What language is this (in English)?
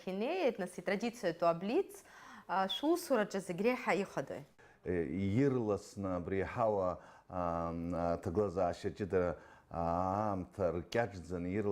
Abkhazian